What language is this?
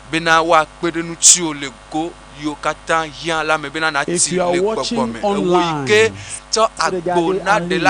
Ewe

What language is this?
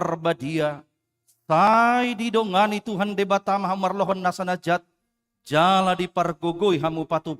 Batak Toba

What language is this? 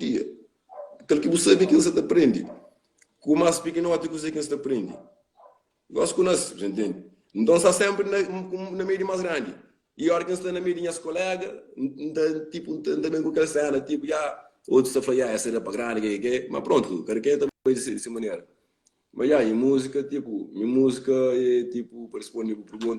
Kabuverdianu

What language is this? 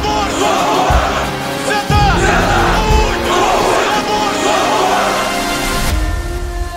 Ukrainian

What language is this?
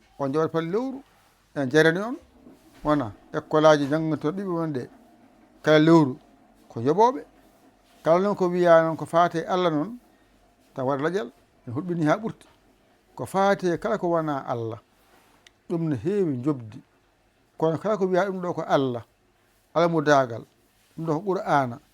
Fula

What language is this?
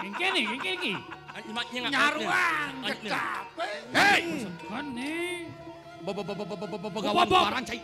Balinese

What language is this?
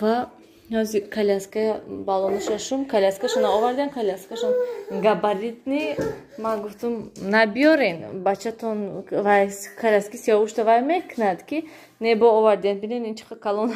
Tajik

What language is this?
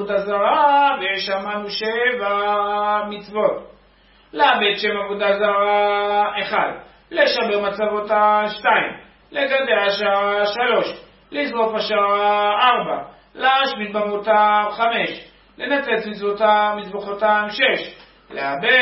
Hebrew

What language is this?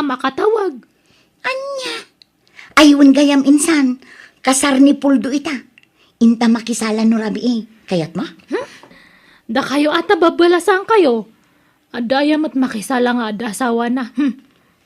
Iloko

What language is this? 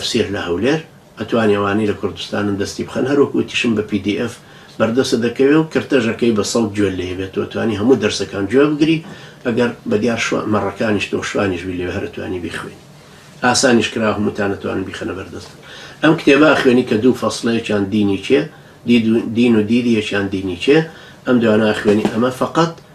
Central Kurdish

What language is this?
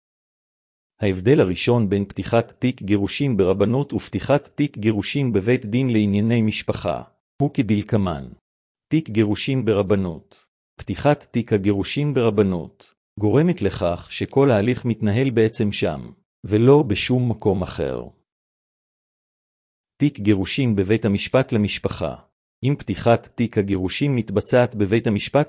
Hebrew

